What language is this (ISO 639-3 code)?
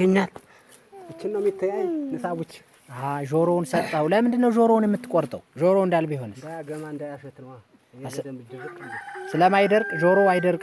amh